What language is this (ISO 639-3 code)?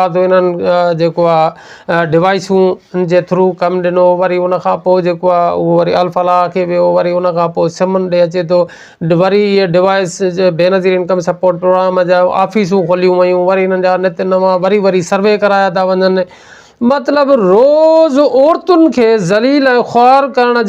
snd